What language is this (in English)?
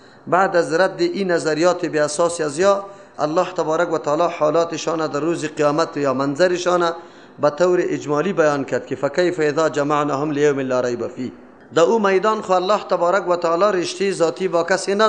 Persian